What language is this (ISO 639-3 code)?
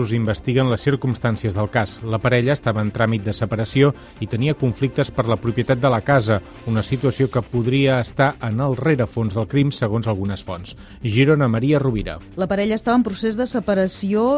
cat